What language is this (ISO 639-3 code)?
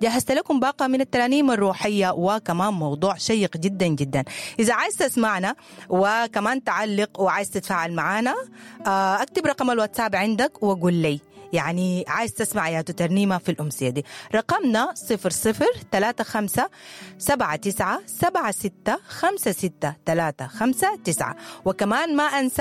apd